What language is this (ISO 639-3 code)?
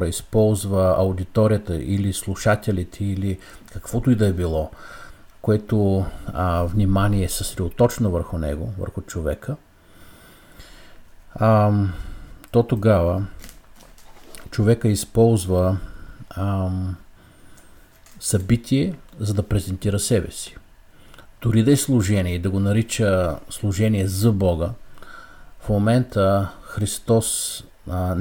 bul